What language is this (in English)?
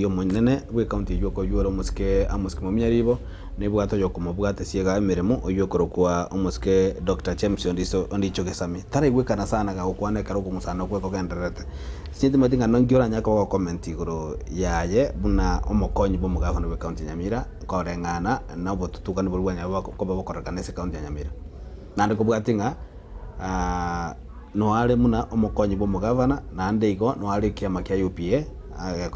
Gusii